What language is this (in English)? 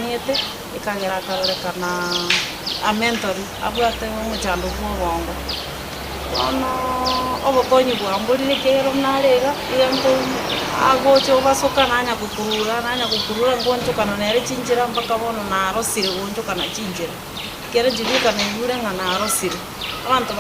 Gusii